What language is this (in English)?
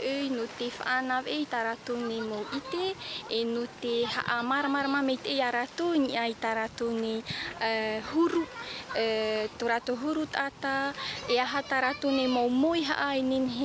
Tahitian